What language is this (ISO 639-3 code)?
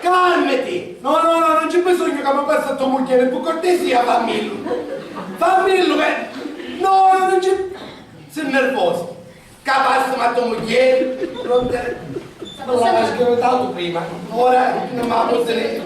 scn